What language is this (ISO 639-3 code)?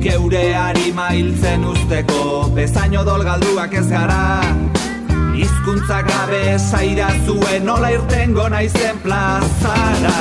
eus